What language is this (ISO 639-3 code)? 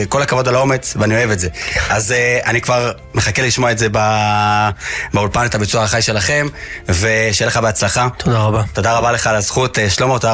heb